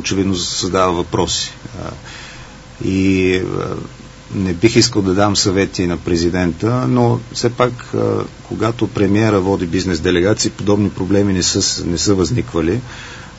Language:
Bulgarian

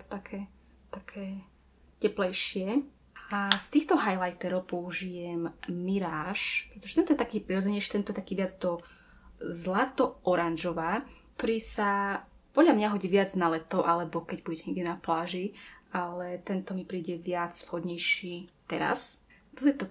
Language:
Slovak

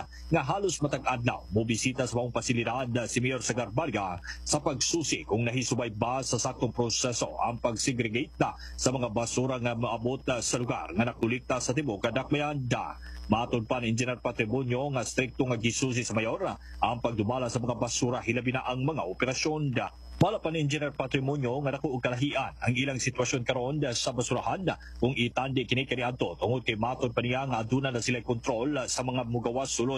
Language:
Cebuano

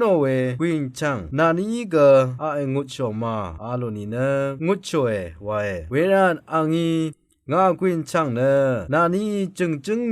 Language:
Rawang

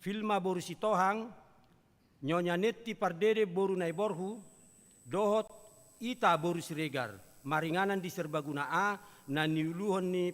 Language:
Batak Toba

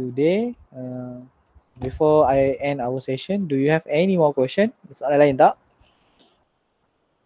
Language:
Malay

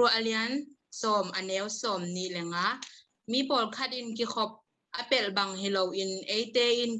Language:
Tedim Chin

